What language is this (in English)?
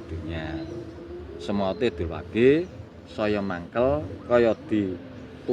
Javanese